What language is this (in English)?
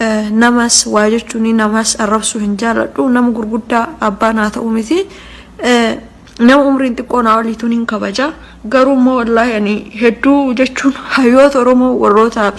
Oromo